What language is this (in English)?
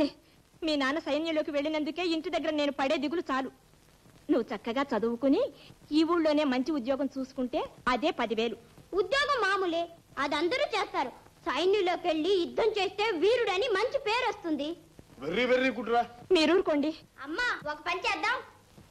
Telugu